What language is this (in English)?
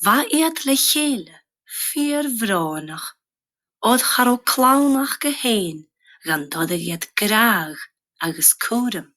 Scottish Gaelic